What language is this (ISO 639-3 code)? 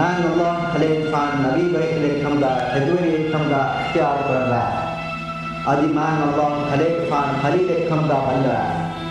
div